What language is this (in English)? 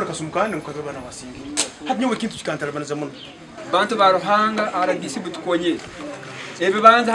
Nyankole